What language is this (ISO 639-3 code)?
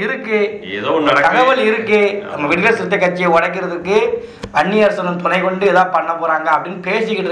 tam